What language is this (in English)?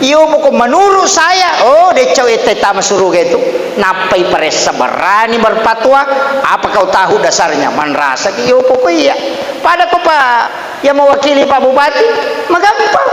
Buginese